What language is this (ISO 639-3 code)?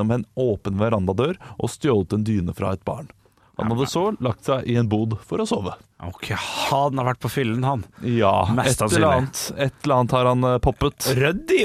nor